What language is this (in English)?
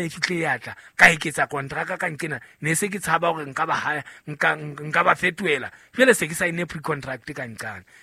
Southern Sotho